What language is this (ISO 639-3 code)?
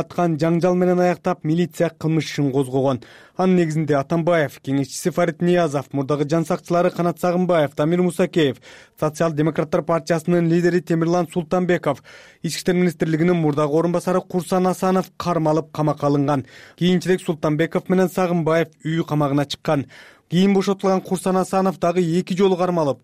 kir